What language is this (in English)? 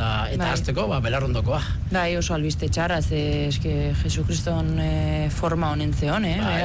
Basque